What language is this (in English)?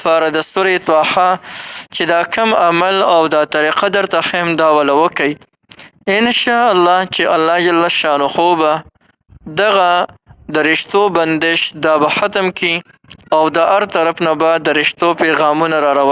Pashto